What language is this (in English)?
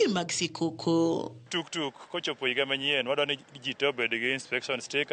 Luo (Kenya and Tanzania)